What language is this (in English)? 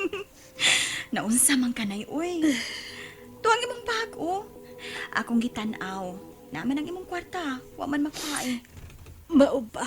Cebuano